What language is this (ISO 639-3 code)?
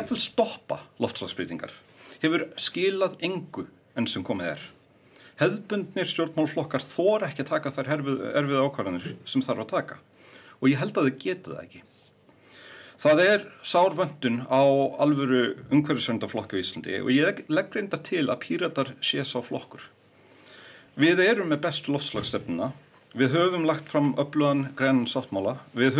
isl